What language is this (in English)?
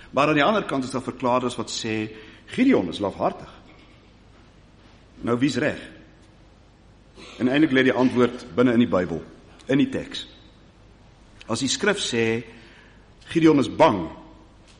Afrikaans